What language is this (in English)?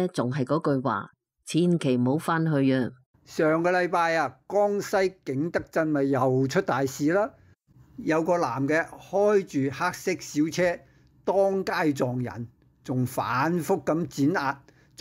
Cantonese